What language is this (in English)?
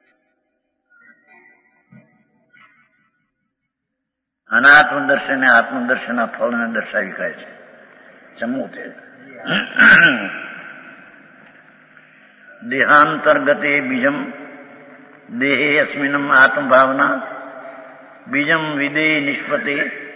Gujarati